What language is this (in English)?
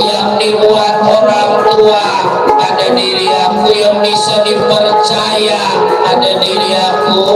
Betawi